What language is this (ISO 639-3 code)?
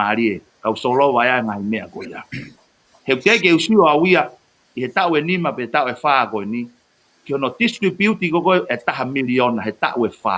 ton